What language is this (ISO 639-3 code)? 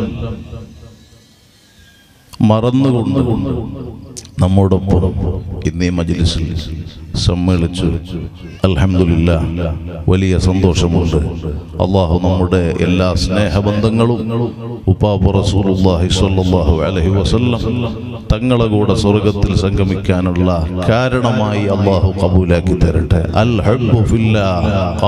mal